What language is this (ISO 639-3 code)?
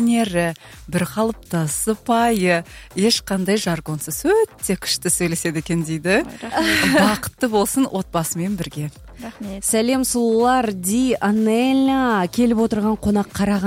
kir